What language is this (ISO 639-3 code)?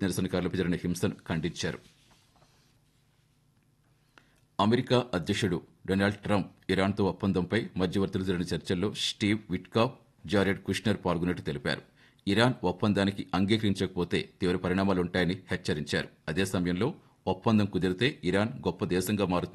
tel